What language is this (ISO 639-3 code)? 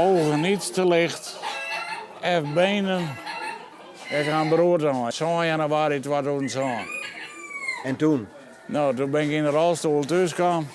fry